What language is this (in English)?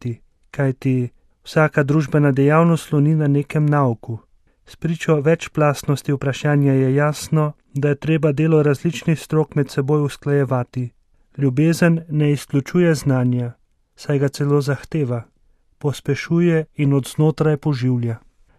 Slovenian